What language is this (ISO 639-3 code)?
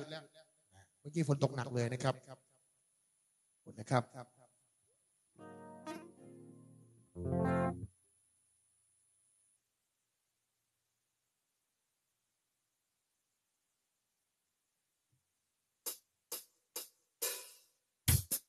tha